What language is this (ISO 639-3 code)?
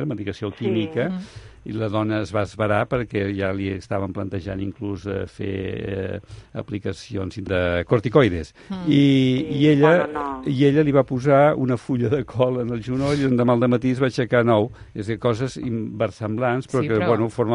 cat